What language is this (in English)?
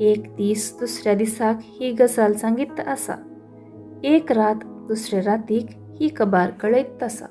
Konkani